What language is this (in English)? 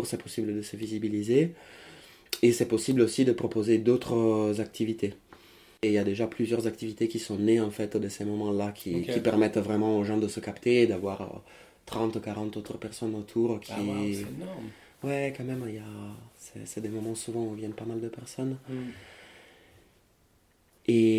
French